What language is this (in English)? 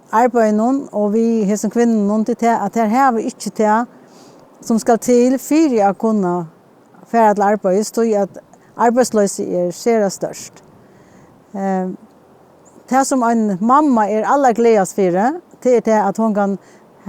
Faroese